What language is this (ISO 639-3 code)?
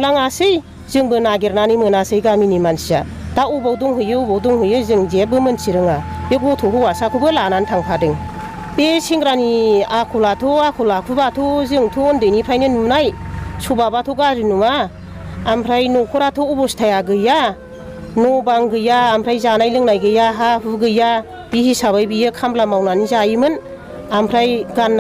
brx